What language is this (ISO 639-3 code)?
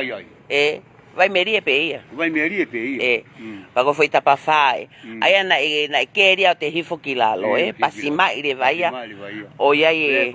ton